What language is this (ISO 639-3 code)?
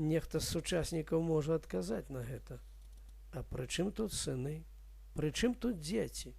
bel